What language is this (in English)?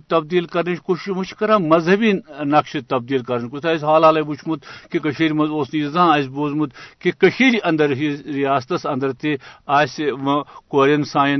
Kashmiri